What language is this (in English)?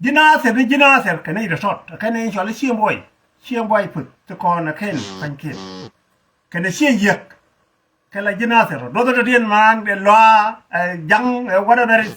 Nuer